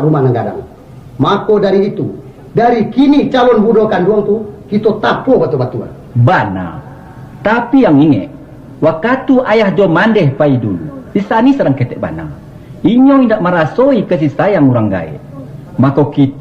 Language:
Minangkabau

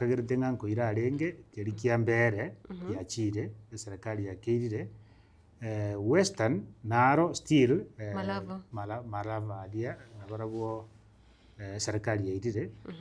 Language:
Gusii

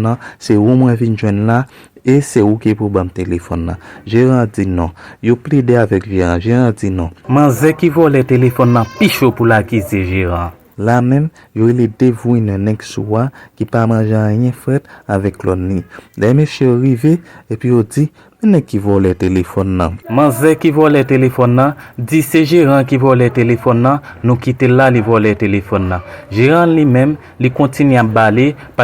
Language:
Haitian Creole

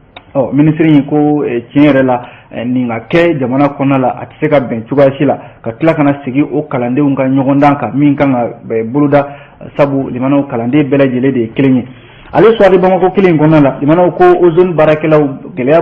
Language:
Bambara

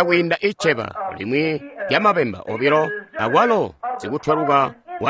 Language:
Tonga (Zambia)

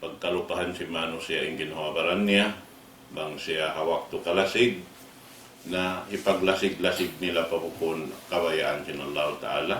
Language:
Tausug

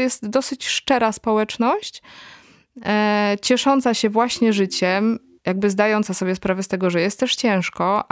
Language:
Polish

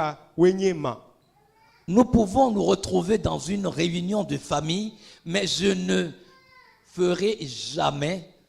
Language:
Ewe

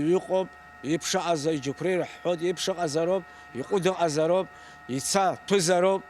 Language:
Abkhazian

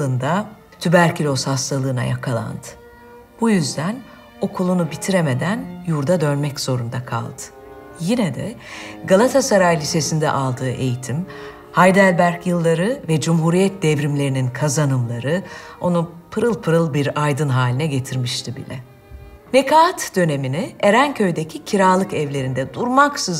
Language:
Turkish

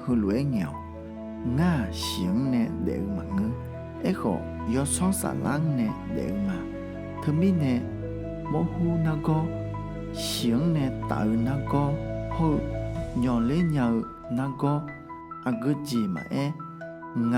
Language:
Akha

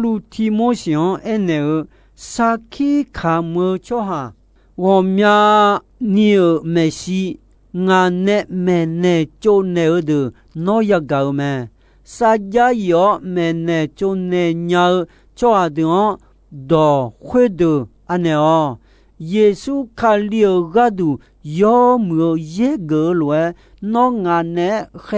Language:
Akha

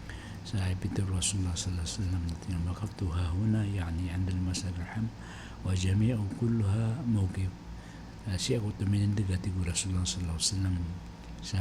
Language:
Maranao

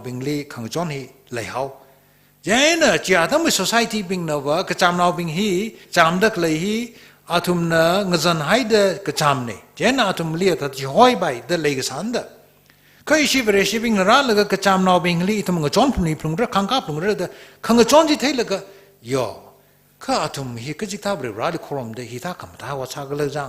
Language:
Tangkhul Naga (India)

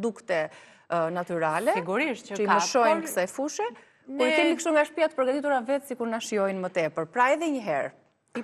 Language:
Albanian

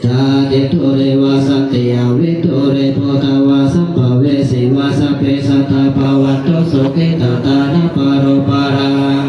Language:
Pali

